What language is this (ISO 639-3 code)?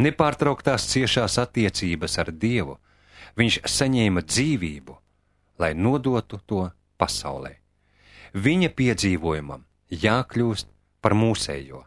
lav